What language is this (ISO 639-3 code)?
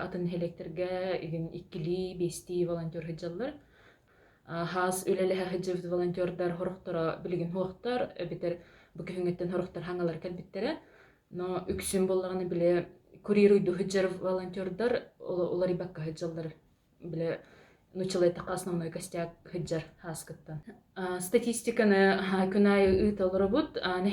sah